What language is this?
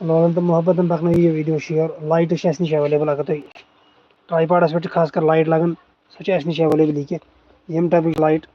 Kashmiri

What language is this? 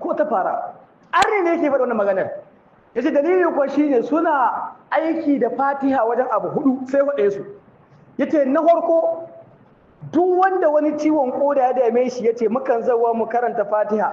Hausa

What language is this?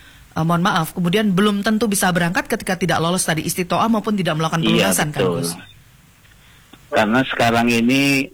Indonesian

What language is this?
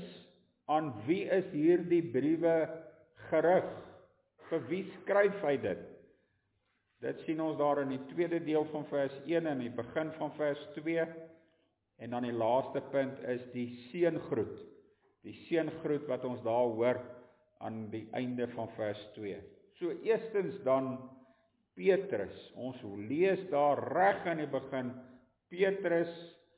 Afrikaans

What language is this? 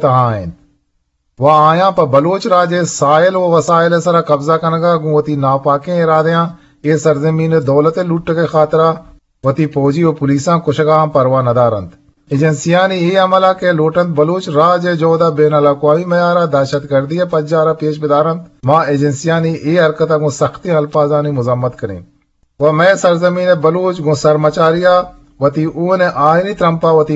Eastern Balochi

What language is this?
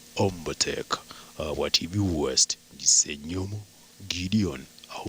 Nyankole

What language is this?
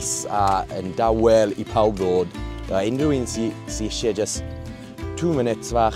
Welsh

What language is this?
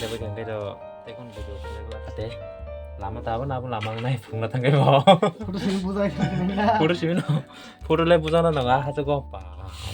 Kok Borok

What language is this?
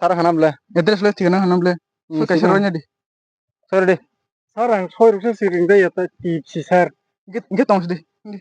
Kok Borok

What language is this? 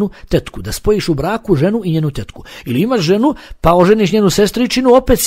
Bosnian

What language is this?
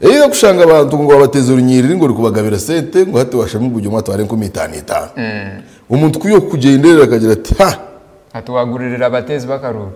Nyankole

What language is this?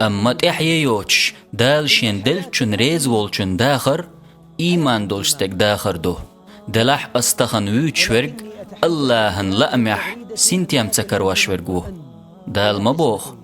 Chechen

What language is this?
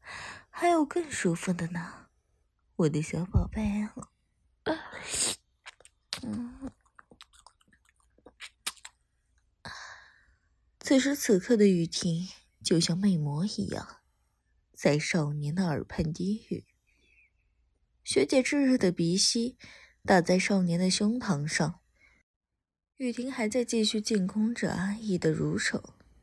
Chinese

